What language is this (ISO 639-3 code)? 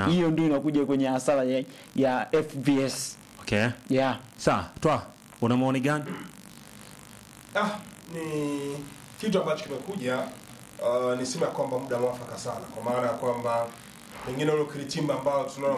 swa